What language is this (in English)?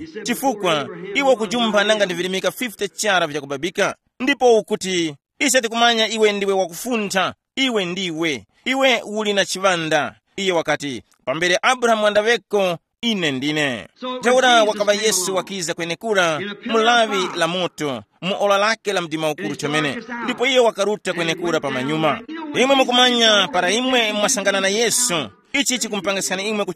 Tumbuka